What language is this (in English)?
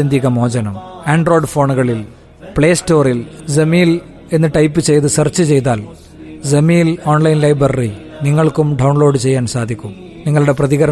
Malayalam